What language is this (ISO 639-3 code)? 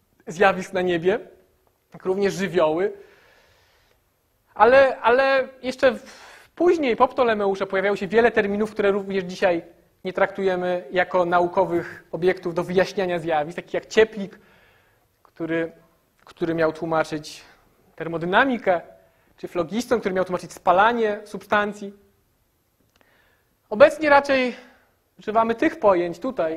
pol